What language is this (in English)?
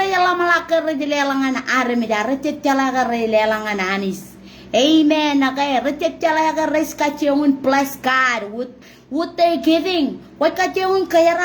Marshallese